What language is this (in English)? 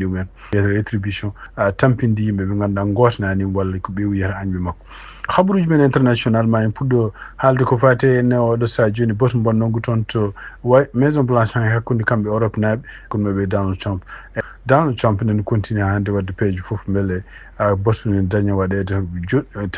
Fula